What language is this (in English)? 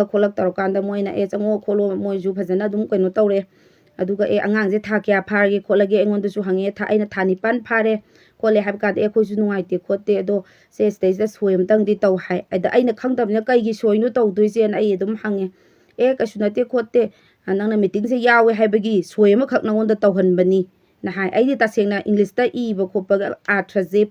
Manipuri